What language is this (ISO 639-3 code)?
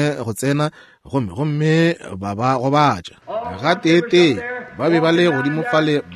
nso